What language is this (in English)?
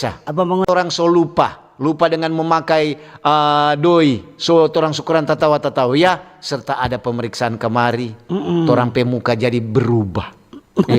Manado Malay